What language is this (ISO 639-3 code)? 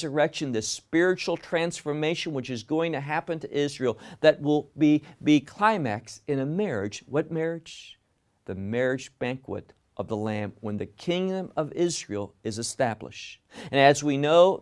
eng